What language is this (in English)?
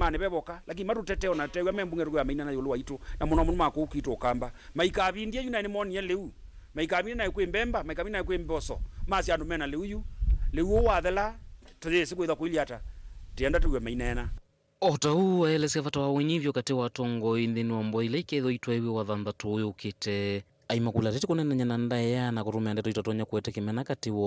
Kamba